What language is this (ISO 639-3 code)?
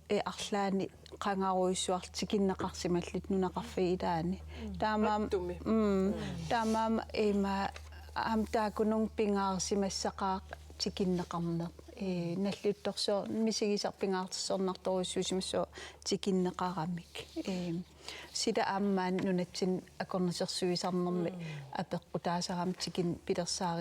kal